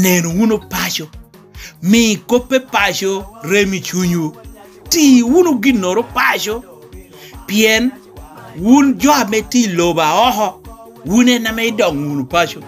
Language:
Lango (Uganda)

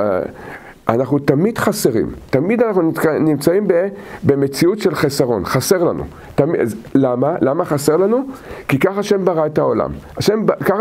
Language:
Hebrew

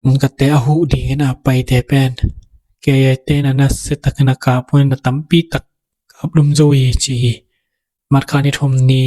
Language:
Tedim Chin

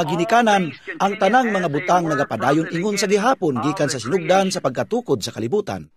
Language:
Cebuano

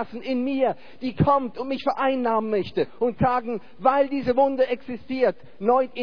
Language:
German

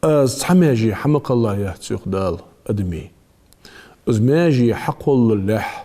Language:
Ingush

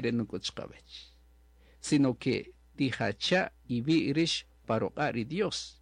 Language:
Kaqchikel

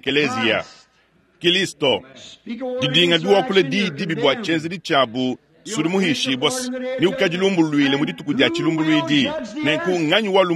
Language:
Luba-Lulua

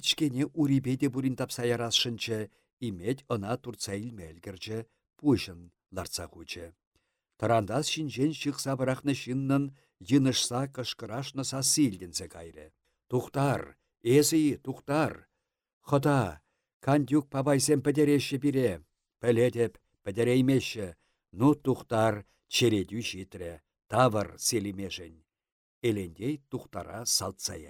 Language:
Chuvash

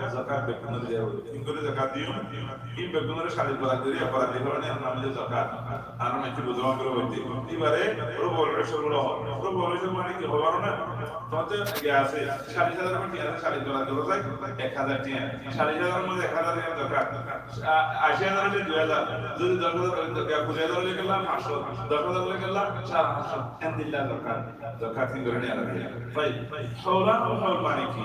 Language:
Rohingya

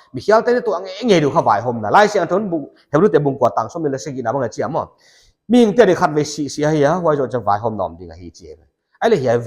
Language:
Paite Chin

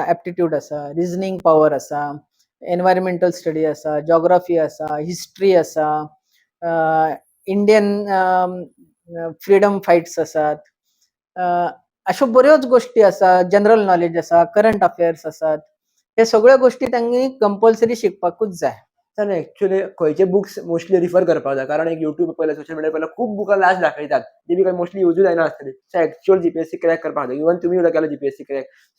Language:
Konkani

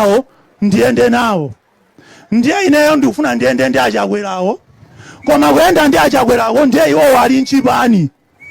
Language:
Nyanja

